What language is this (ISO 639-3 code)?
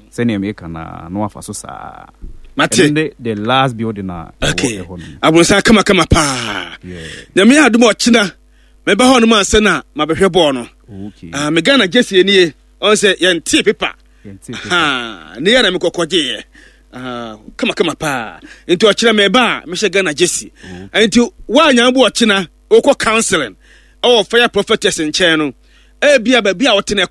aka